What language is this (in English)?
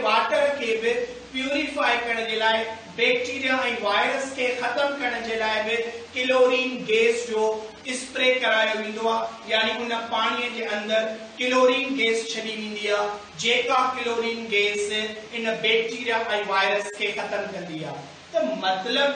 Sindhi